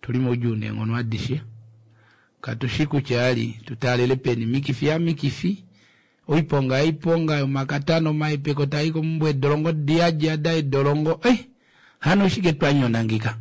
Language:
Kuanyama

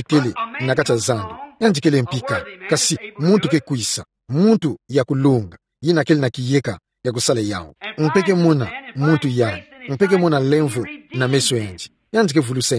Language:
Kituba (Democratic Republic of Congo)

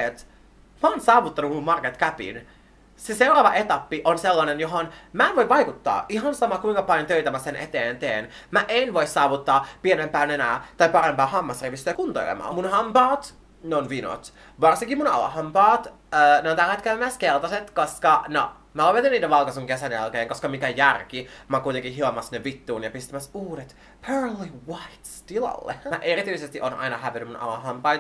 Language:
Finnish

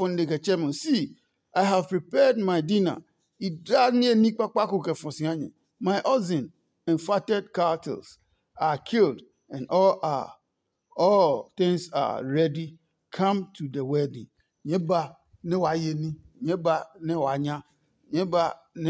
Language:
Adangme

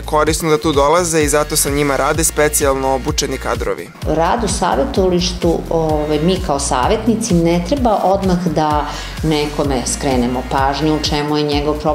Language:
Serbian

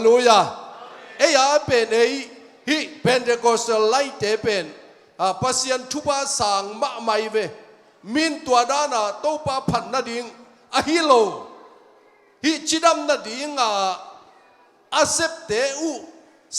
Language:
Tedim Chin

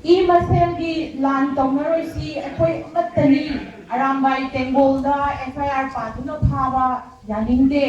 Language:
Manipuri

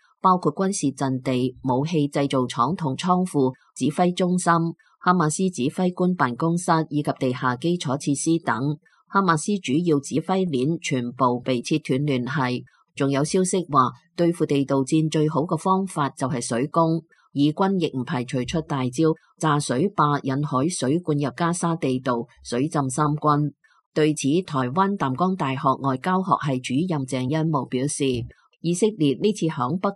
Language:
Cantonese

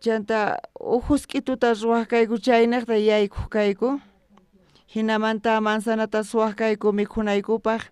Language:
South Bolivian Quechua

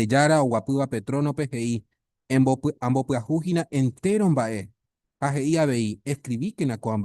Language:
Guarani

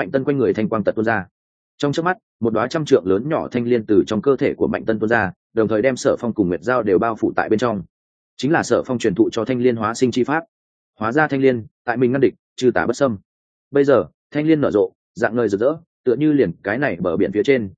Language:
Vietnamese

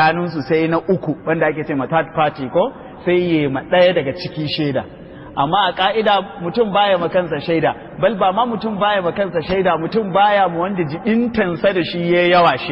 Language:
Hausa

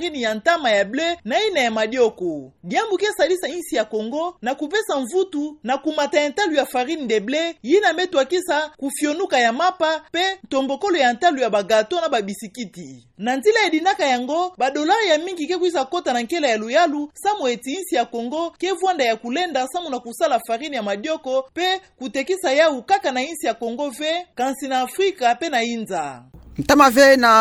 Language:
Kituba (Democratic Republic of Congo)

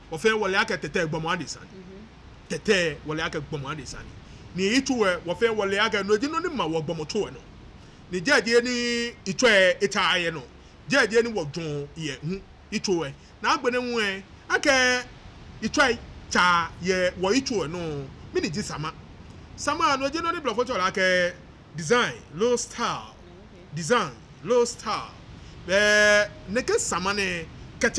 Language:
Ga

